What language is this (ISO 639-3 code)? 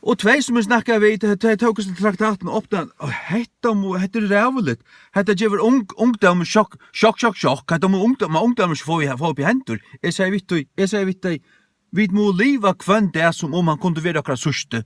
fao